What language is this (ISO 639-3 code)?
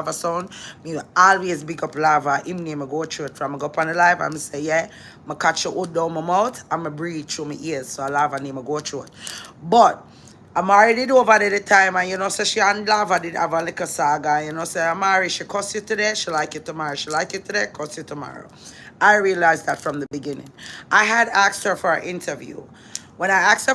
jam